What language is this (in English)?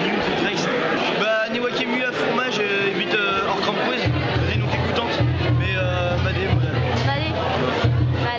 Breton